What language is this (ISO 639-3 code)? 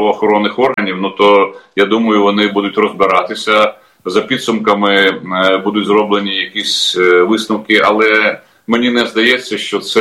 ukr